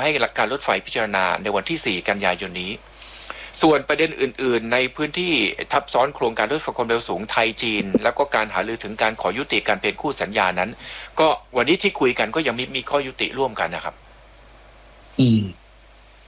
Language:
Thai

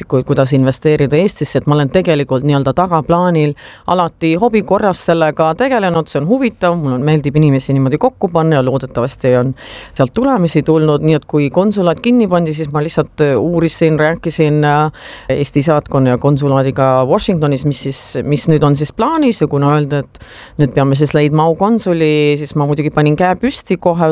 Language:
Estonian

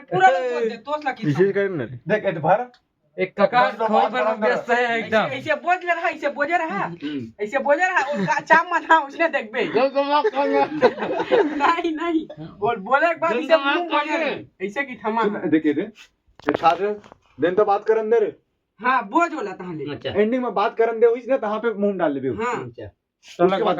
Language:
Chhattisgarhi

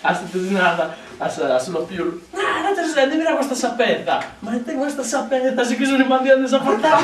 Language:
Sardinian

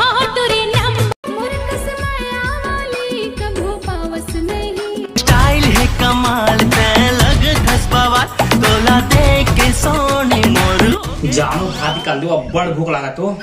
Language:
Chhattisgarhi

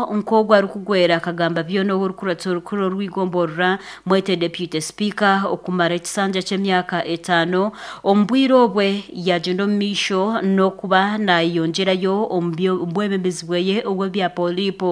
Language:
Nyankole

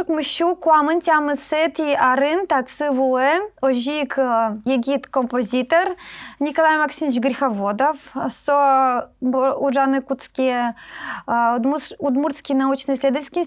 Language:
Udmurt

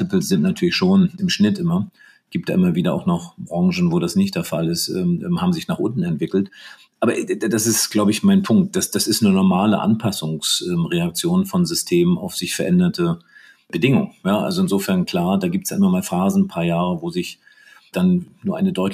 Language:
German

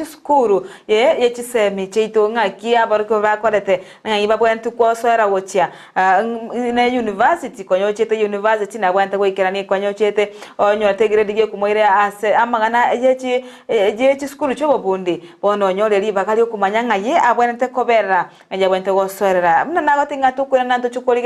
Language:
Gusii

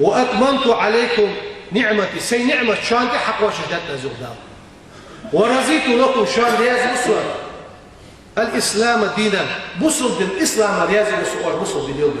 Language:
Ingush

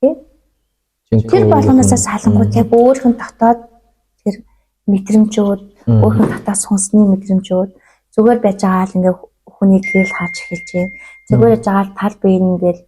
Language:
Mongolian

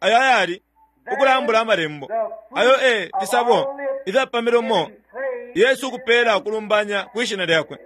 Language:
Bemba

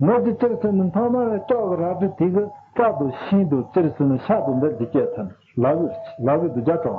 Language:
Tibetan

